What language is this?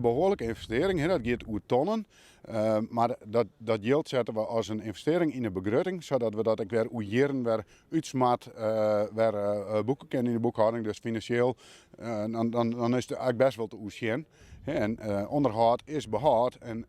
Western Frisian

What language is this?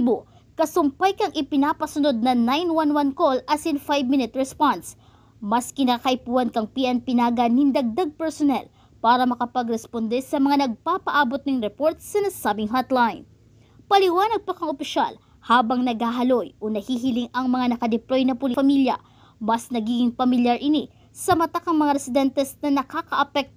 Bikol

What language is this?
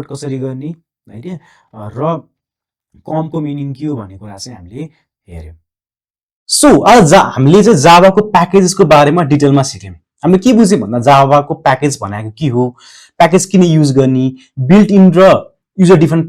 Nepali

